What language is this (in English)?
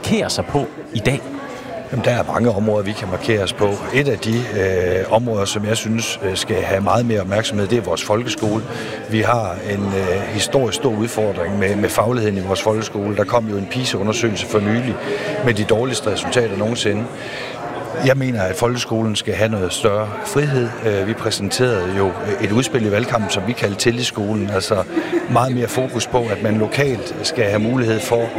Danish